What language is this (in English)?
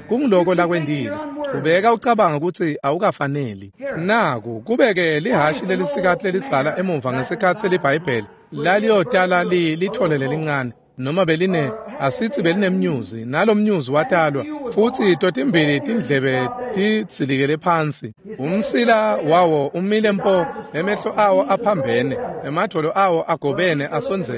Swati